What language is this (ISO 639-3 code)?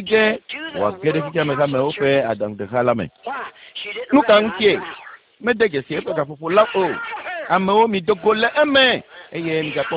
ewe